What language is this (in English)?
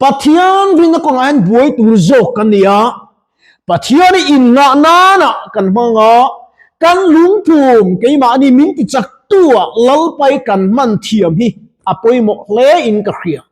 Mizo